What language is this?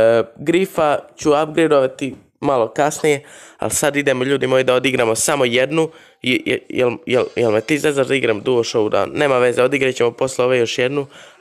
Croatian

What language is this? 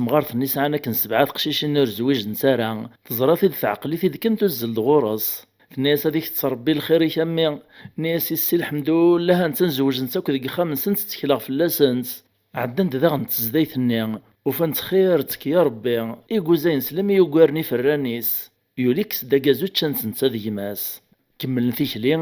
Kabyle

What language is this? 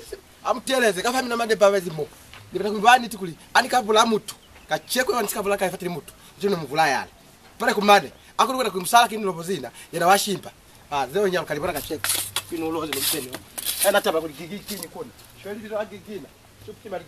Lozi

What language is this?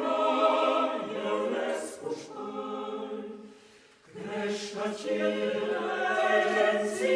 Romansh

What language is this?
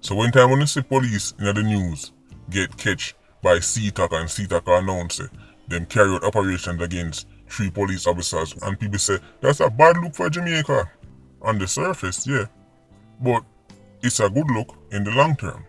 Jamaican Creole English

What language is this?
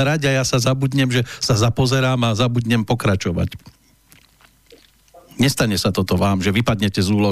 Slovak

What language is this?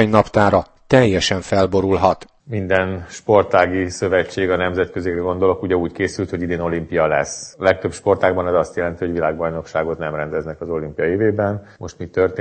Hungarian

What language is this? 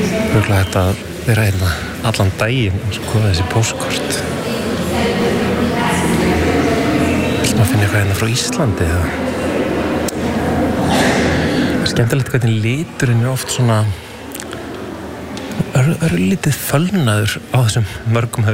Icelandic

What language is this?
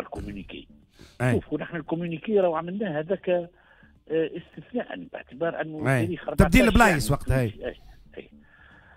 Tunisian Arabic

